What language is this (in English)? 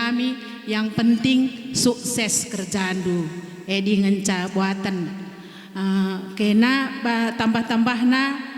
Batak Karo